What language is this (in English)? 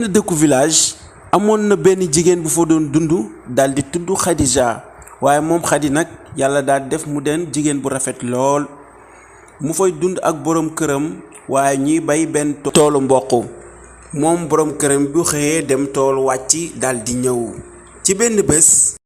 Wolof